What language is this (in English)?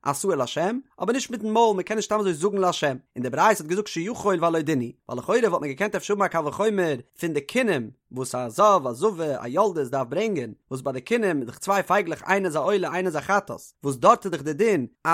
Yiddish